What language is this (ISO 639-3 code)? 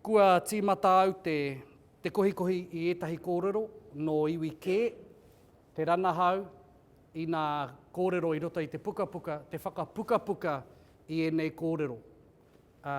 mri